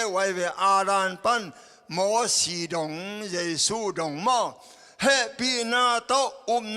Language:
Tedim Chin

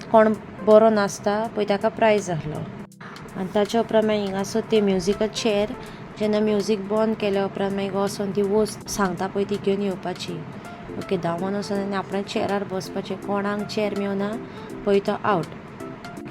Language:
Konkani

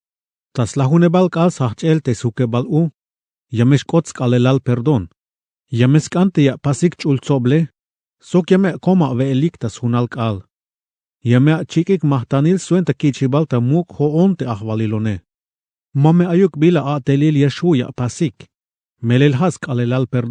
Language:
Tzeltal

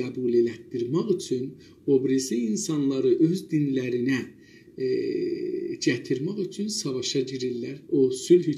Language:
South Azerbaijani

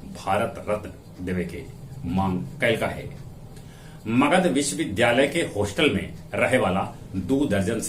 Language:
Magahi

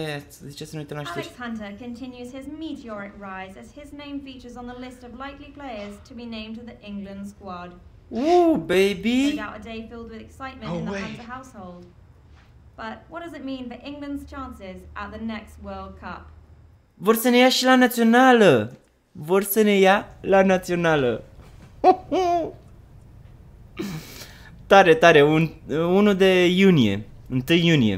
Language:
Romanian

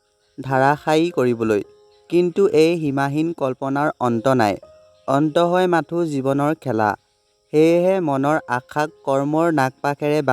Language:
Assamese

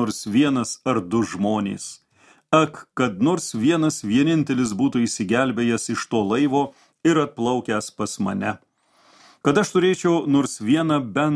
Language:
Lithuanian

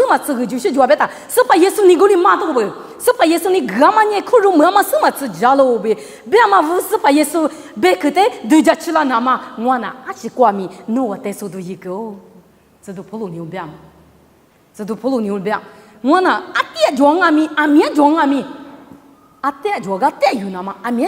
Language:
Lisu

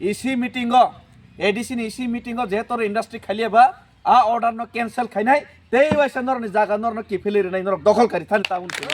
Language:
Kok Borok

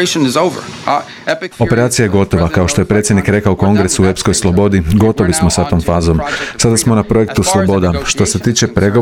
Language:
Croatian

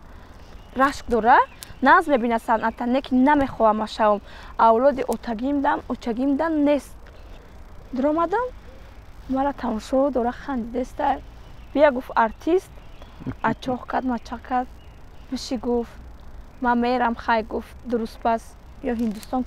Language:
Tajik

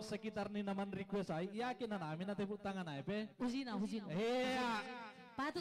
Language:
Batak Simalungun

